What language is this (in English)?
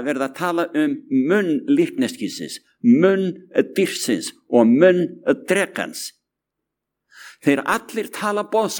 Icelandic